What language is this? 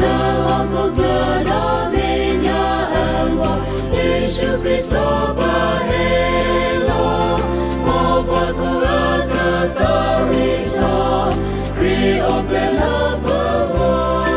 S'gaw Karen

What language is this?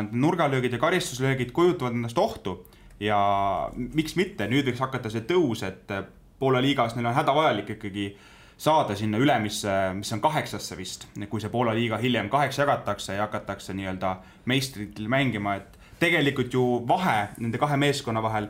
Estonian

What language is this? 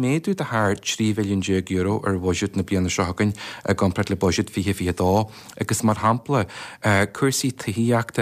Irish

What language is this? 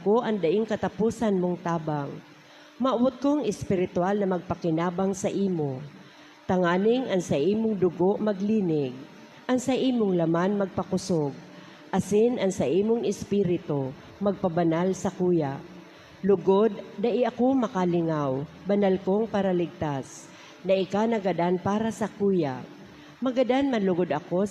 Bikol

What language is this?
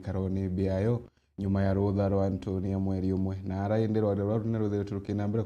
Meru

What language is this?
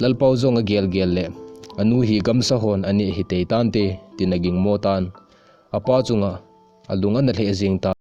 Thado Chin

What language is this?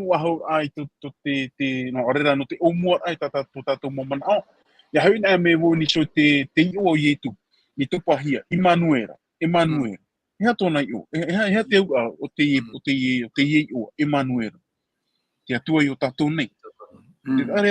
Tahitian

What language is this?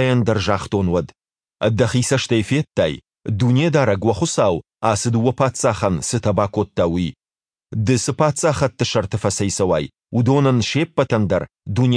Ossetic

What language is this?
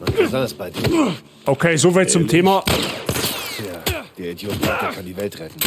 Bavarian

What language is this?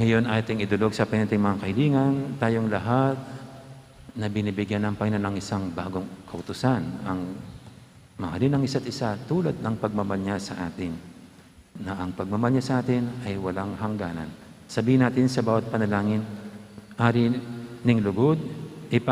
Pampanga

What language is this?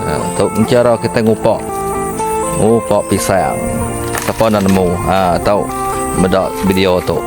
Iban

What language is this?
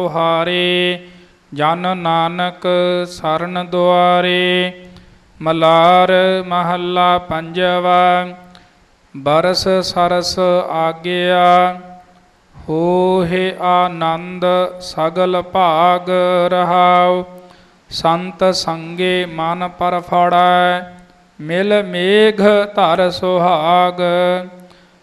Punjabi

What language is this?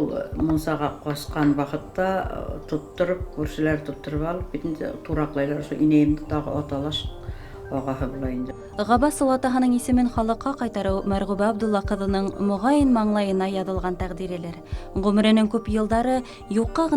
Bashkir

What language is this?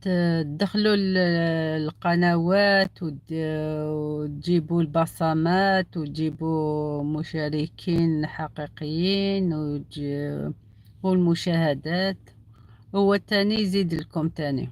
Algerian Arabic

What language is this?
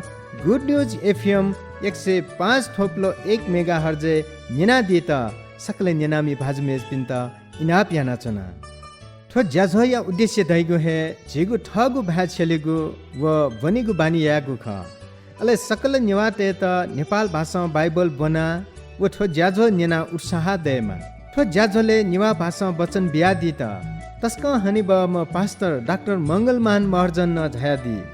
Newari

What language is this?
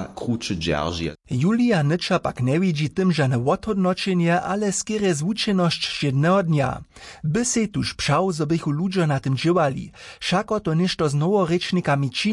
Upper Sorbian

